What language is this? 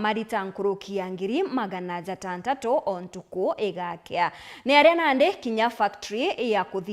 Meru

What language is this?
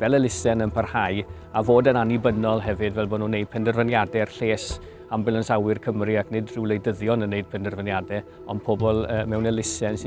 Welsh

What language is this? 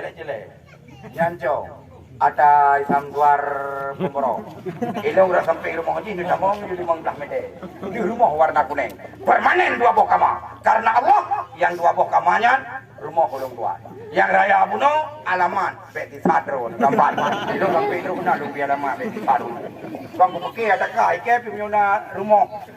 Achinese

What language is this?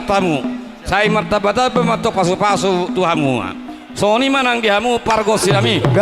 Batak Toba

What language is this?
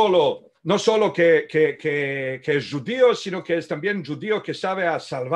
Ladino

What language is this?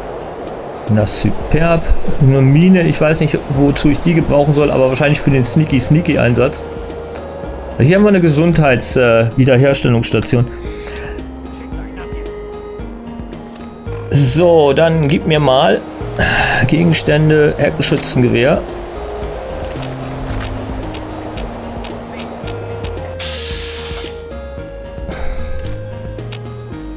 German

